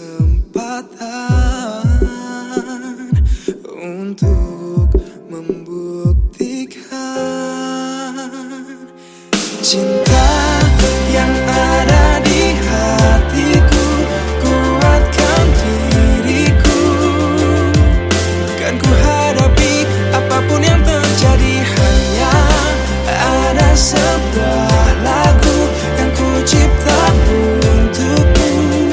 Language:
Indonesian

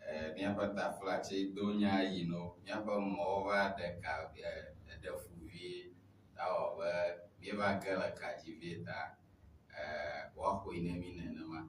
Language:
Ewe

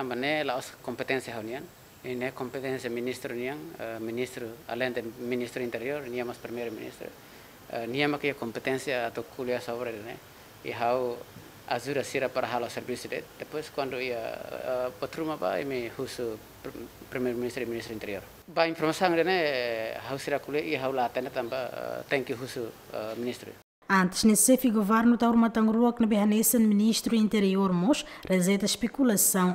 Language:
Tetum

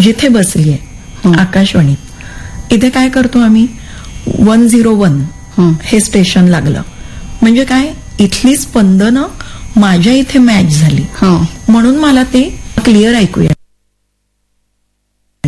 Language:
Marathi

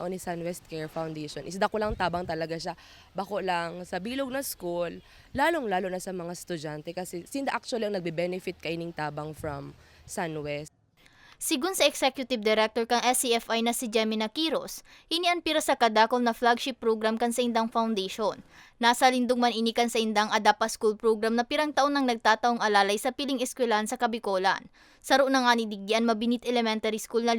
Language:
Bikol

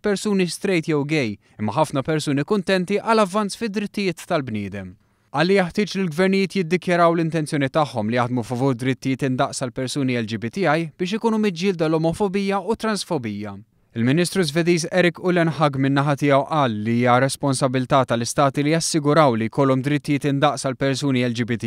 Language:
Maltese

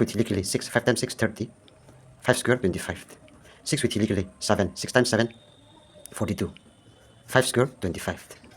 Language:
Tangkhul Naga (India)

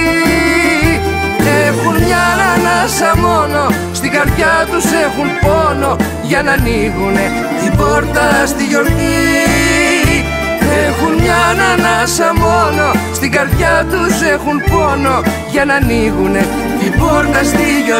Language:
Greek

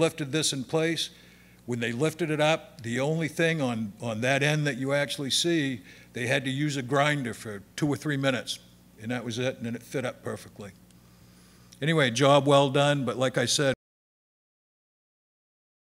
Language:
English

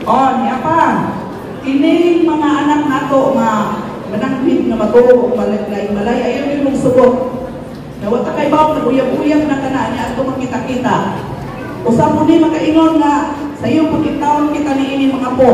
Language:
Cebuano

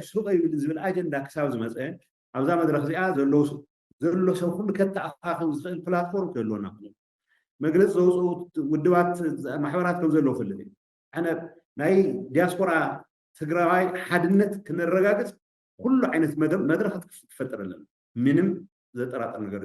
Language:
Tigrinya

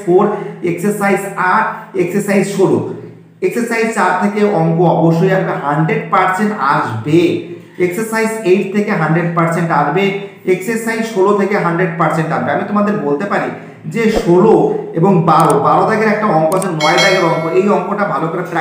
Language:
Bangla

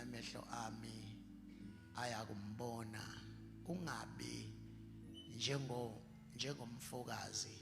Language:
Zulu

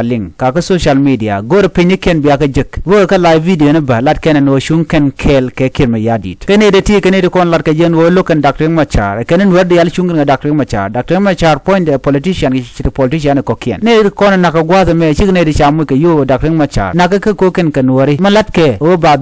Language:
Nuer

